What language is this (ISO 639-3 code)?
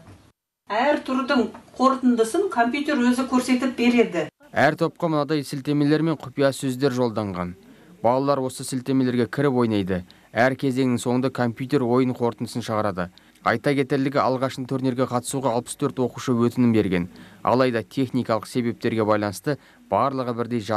kaz